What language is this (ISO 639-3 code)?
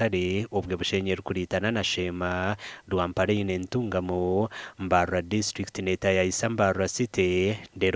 nyn